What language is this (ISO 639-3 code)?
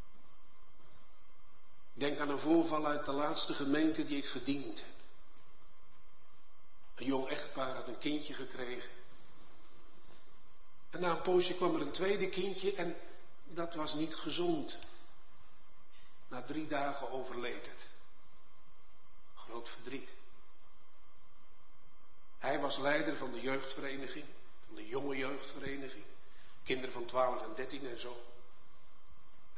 nld